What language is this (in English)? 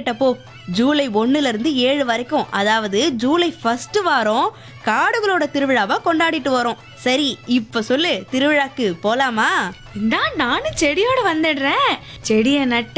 Tamil